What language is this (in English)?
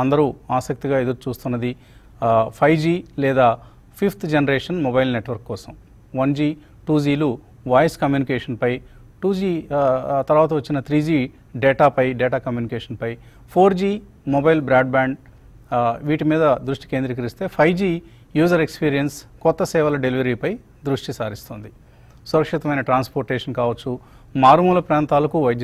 Telugu